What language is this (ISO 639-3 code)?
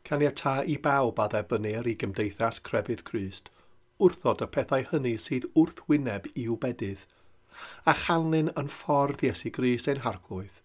cym